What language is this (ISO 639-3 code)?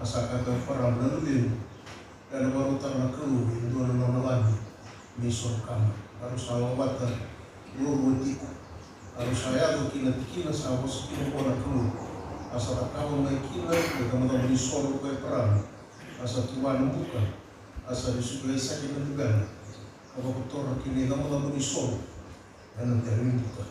fij